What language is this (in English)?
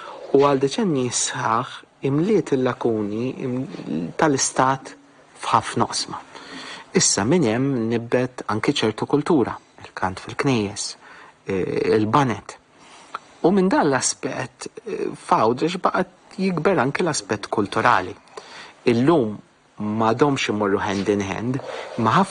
Maltese